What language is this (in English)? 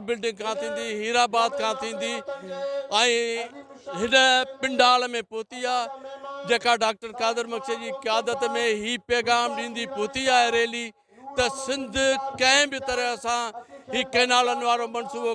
Sindhi